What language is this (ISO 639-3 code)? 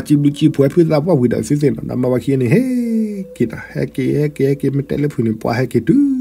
ksw